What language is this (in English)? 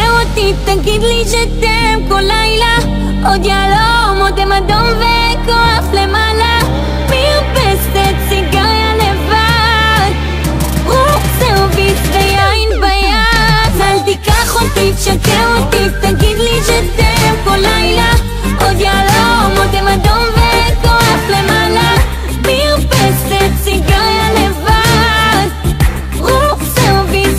Hebrew